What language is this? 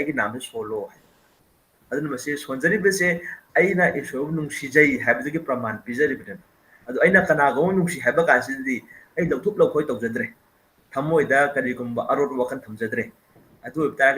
Manipuri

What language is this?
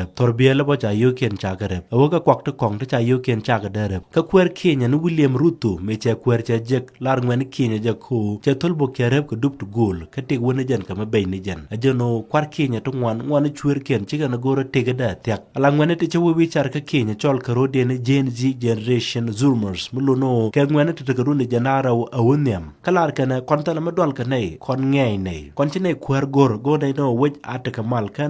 Nuer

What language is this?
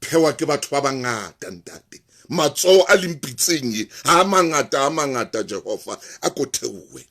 Southern Sotho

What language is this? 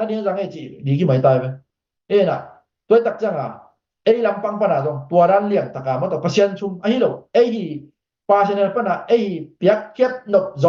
Tedim Chin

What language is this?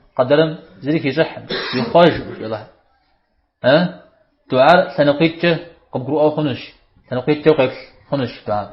Kabardian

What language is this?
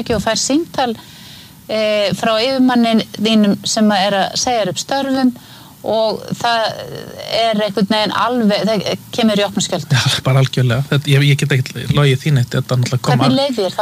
Icelandic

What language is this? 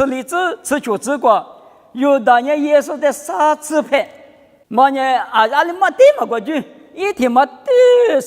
Lisu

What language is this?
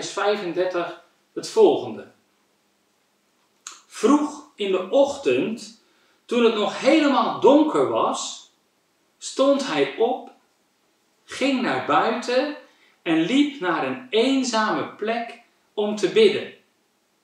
Dutch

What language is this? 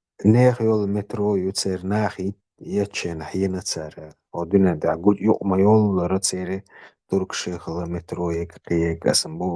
Chechen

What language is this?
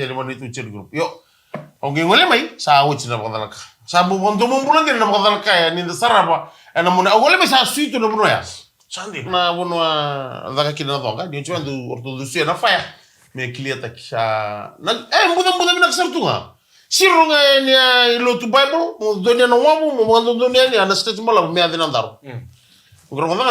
Fijian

